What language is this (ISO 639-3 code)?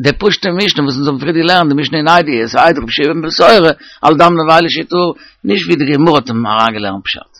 yid